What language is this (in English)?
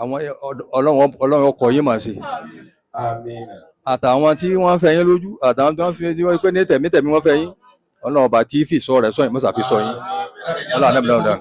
Yoruba